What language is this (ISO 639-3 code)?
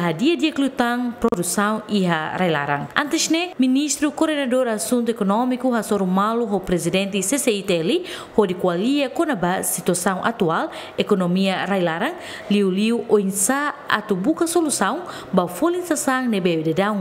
tet